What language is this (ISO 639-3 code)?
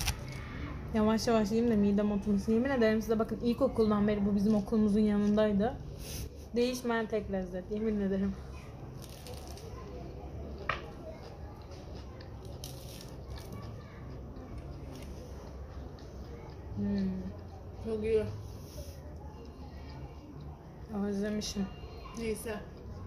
tur